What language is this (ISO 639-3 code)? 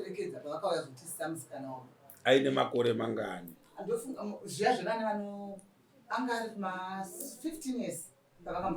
sna